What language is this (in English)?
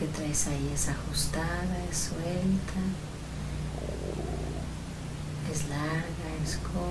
Spanish